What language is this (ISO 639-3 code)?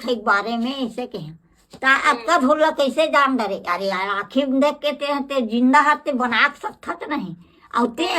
hne